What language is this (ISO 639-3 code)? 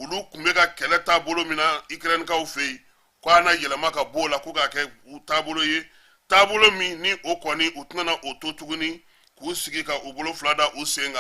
bam